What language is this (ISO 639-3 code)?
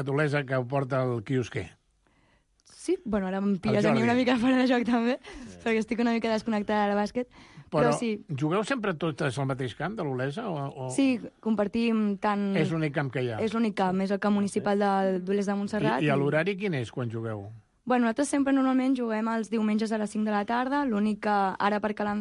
cat